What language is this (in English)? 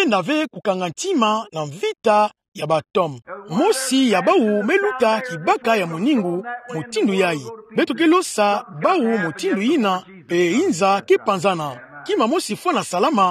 Kituba (Democratic Republic of Congo)